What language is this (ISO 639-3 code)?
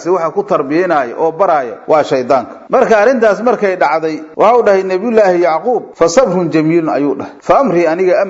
som